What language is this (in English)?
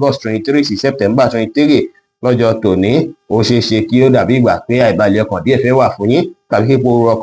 Yoruba